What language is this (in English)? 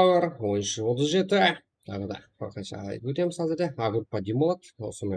Kara-Kalpak